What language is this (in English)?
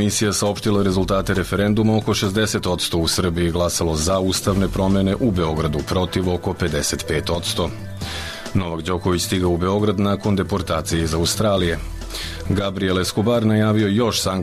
Serbian